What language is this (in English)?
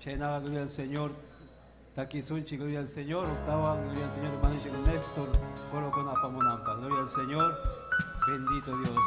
Ayacucho Quechua